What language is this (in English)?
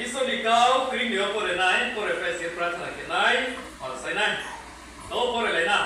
Riang (India)